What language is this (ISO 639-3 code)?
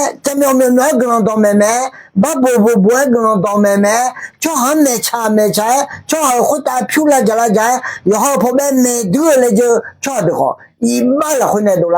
ahk